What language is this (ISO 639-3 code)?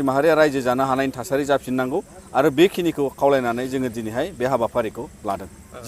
brx